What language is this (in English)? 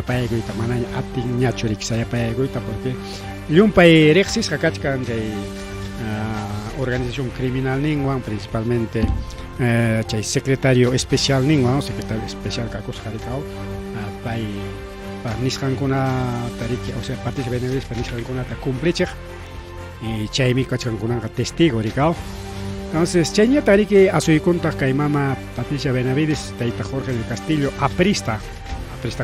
Ayacucho Quechua